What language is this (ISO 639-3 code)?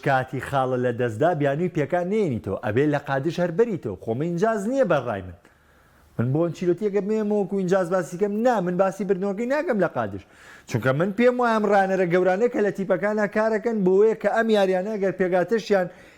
ckb